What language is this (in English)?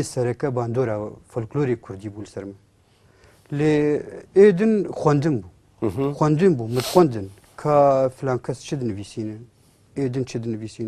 Kurdish